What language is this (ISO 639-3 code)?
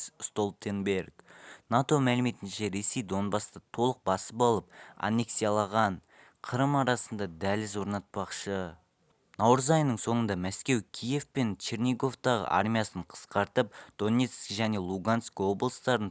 kaz